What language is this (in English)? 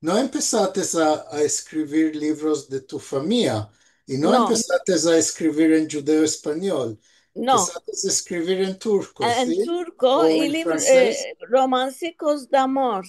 Ladino